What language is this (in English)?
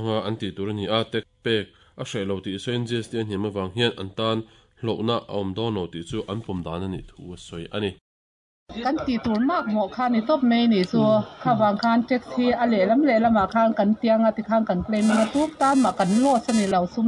Mizo